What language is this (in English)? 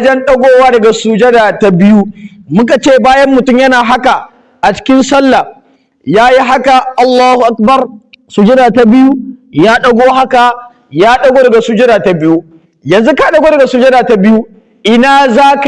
Hausa